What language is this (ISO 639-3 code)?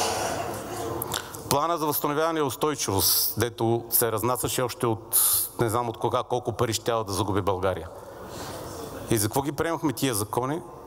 bul